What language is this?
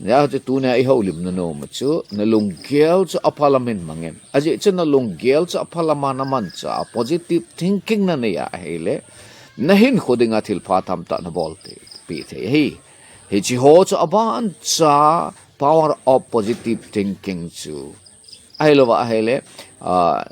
Thado Chin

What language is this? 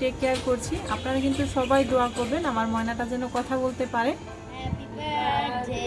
Bangla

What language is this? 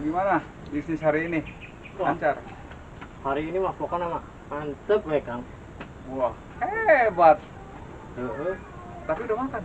Betawi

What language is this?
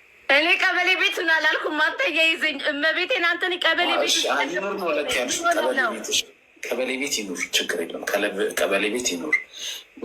Amharic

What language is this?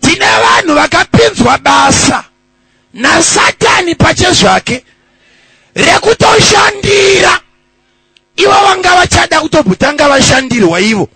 Shona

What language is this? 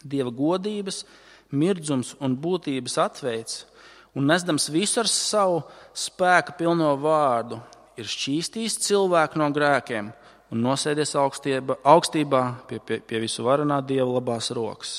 Latvian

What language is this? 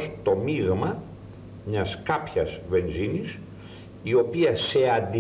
Greek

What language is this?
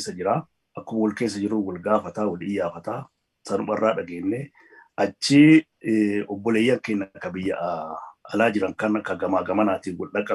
Oromo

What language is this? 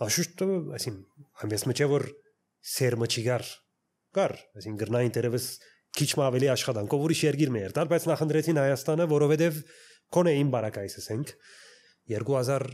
Armenian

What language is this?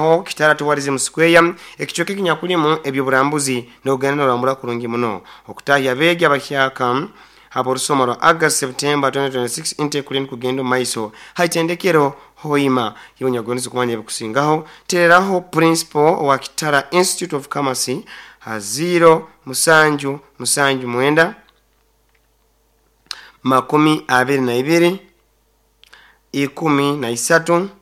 Nyoro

